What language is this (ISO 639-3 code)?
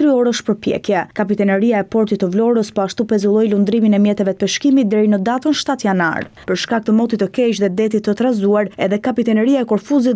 sqi